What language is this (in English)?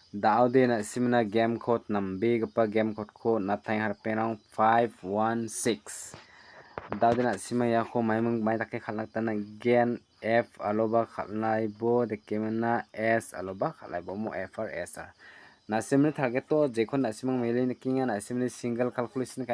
Garo